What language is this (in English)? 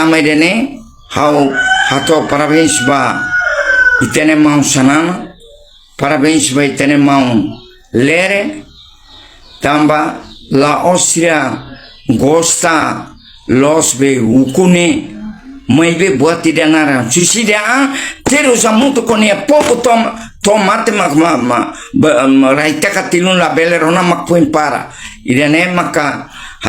Tetum